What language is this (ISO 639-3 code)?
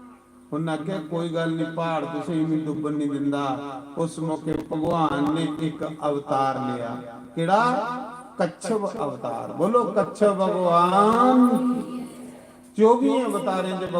doi